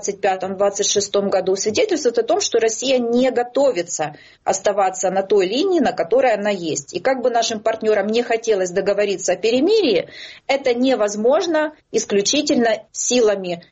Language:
Russian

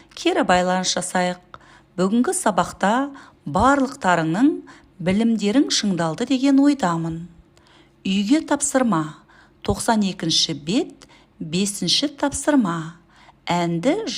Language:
Kazakh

